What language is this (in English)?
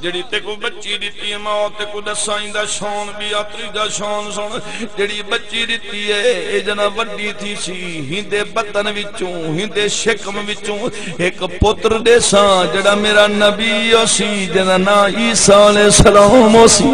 Saraiki